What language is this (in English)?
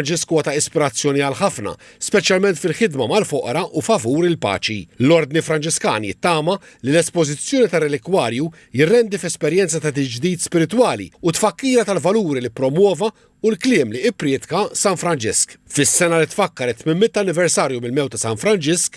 Maltese